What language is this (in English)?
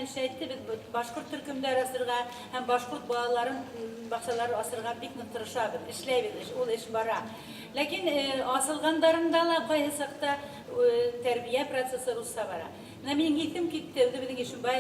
Bashkir